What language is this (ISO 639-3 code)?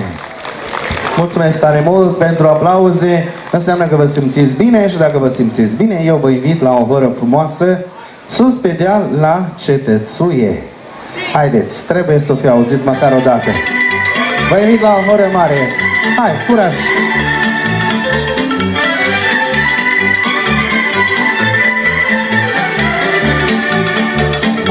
ron